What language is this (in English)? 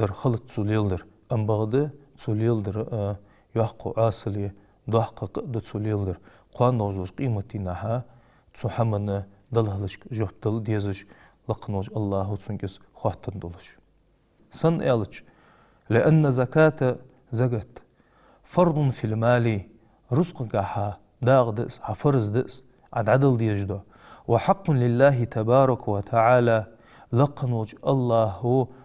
Ingush